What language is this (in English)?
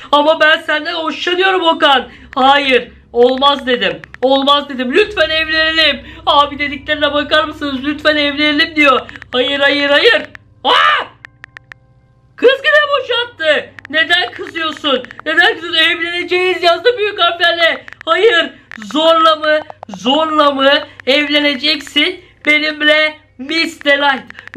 Turkish